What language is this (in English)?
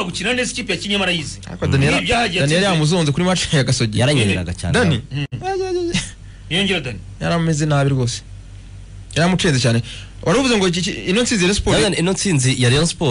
Kinyarwanda